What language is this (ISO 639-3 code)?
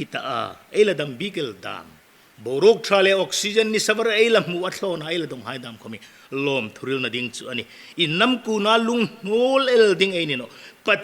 hmr